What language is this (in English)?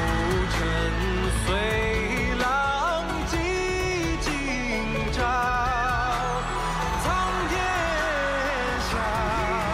Chinese